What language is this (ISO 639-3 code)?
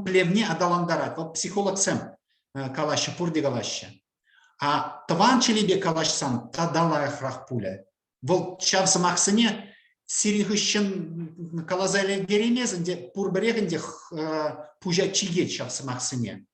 chv